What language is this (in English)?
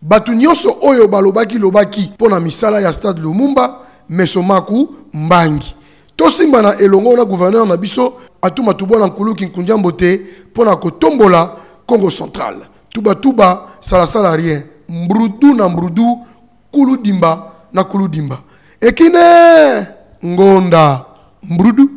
Lingala